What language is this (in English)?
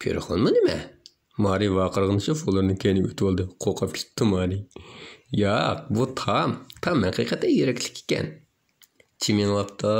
Uyghur